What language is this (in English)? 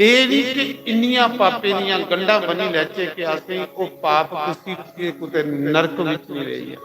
Dogri